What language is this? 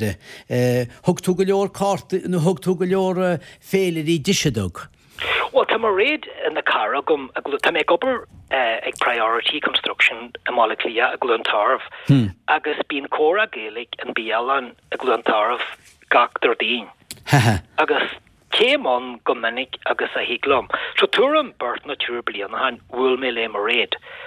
Irish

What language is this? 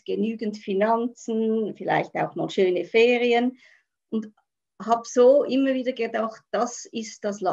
Swiss German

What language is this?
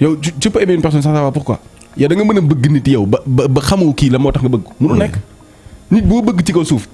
Wolof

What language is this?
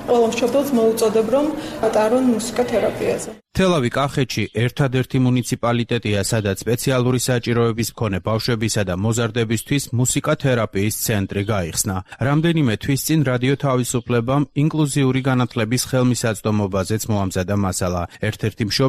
Georgian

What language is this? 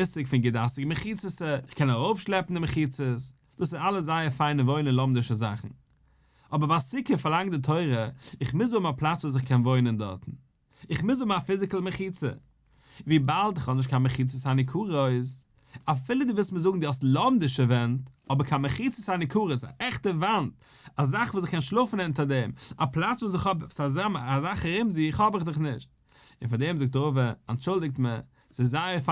Yiddish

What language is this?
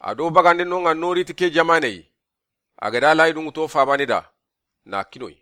Soninke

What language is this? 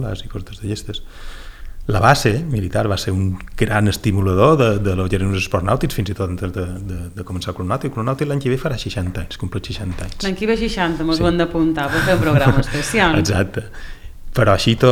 Catalan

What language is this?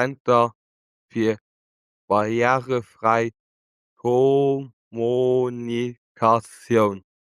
Luxembourgish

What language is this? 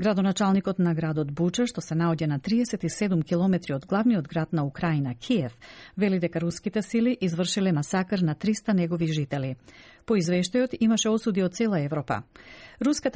Macedonian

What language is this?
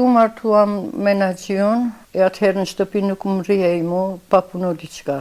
Albanian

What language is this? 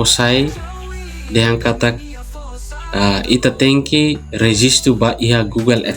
Tetum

